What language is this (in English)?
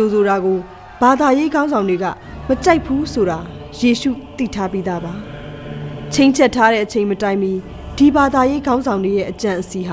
Burmese